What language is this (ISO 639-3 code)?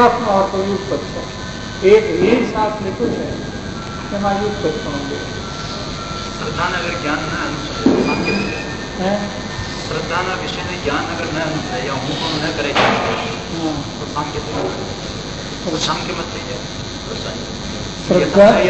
guj